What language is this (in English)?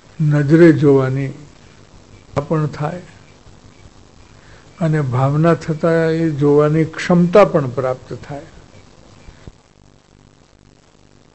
Gujarati